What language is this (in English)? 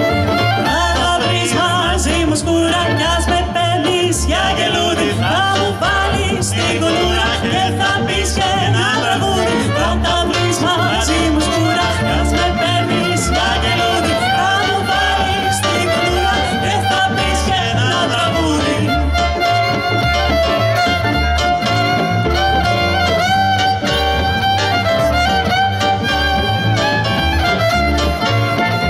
Greek